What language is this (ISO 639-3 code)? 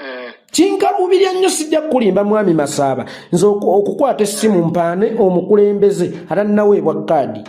lug